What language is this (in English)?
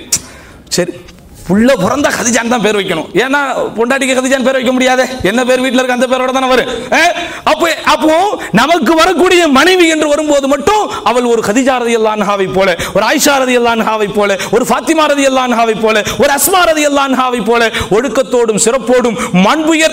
Tamil